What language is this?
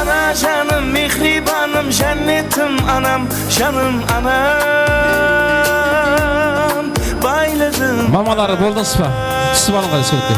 Kara-Kalpak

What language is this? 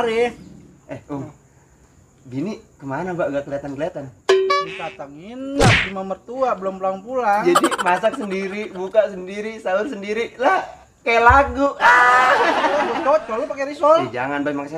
Betawi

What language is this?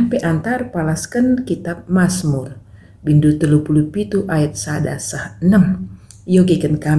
Batak Karo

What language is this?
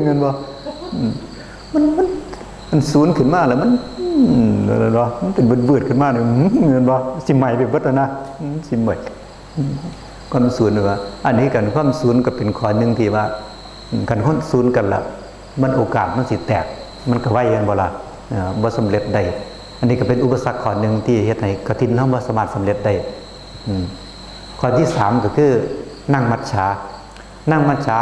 Northeastern Thai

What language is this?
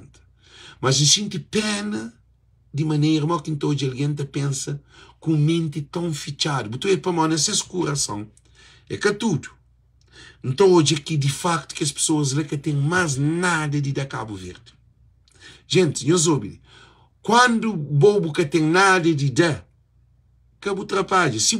Kabuverdianu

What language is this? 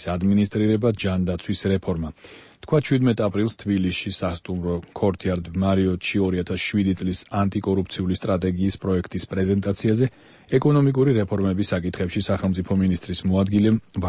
Georgian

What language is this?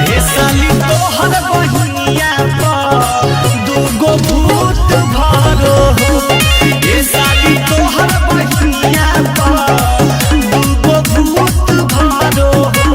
Magahi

